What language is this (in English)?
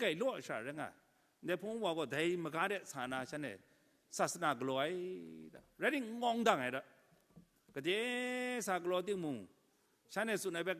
Kachin